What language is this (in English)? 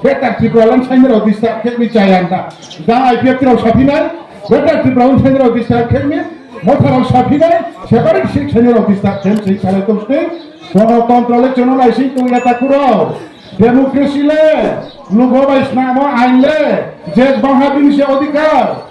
Kok Borok